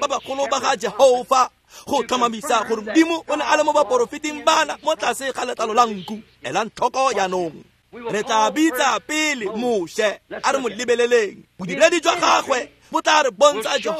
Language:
Tswana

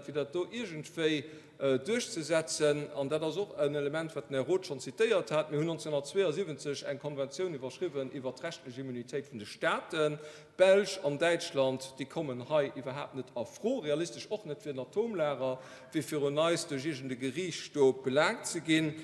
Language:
Luxembourgish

